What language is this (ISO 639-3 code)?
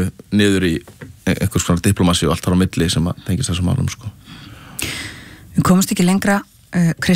isl